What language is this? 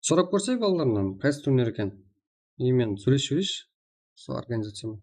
Kara-Kalpak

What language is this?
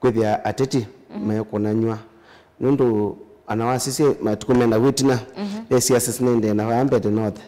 Kamba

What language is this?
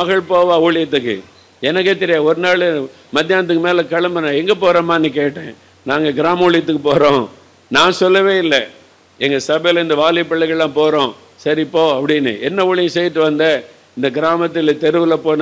Tamil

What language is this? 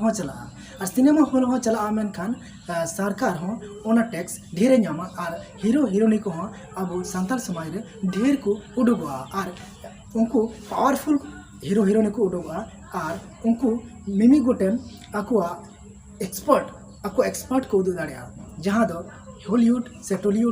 Santali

